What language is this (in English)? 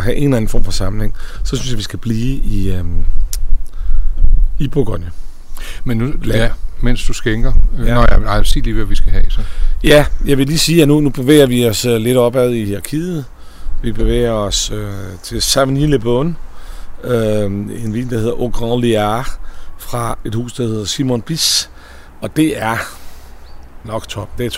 Danish